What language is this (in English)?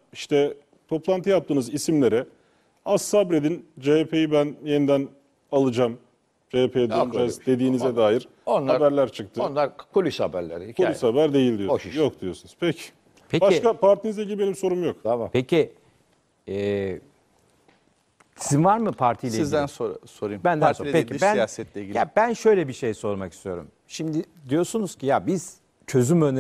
Turkish